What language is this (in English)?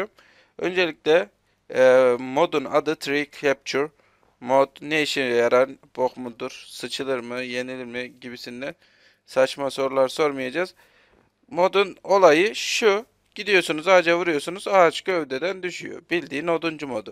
Turkish